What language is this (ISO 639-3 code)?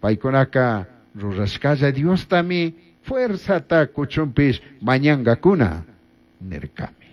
qug